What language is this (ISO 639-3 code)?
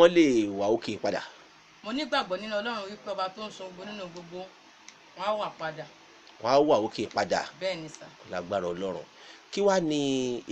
yor